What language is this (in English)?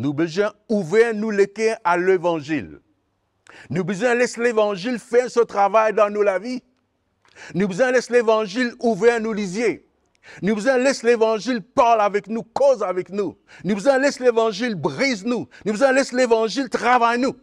Morisyen